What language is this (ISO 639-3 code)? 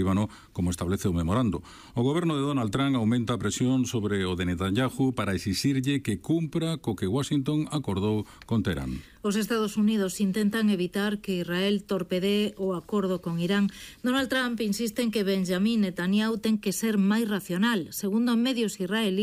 glg